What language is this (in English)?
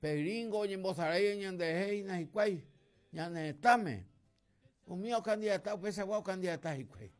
Guarani